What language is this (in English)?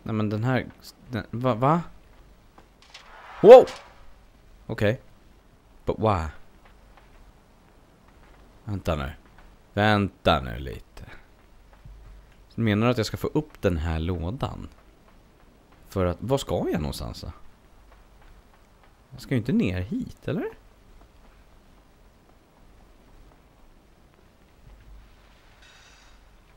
Swedish